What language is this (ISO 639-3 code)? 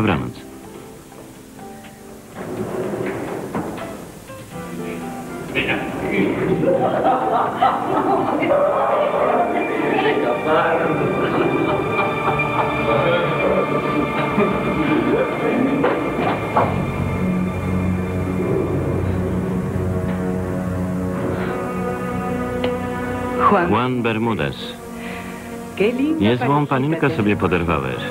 pol